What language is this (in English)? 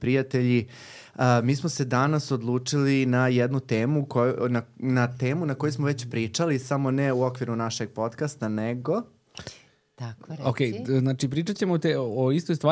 Serbian